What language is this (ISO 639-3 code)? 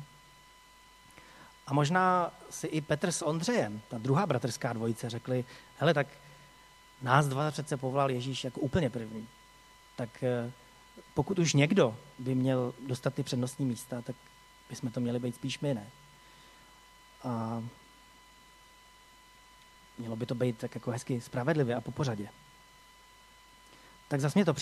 ces